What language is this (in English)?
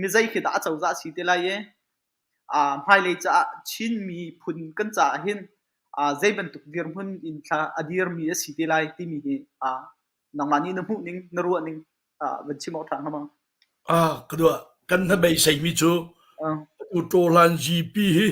Hakha Chin